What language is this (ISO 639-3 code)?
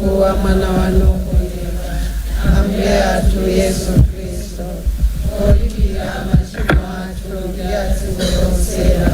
nya